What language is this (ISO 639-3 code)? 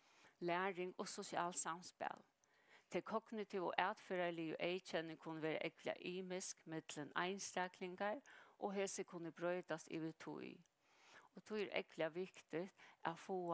fao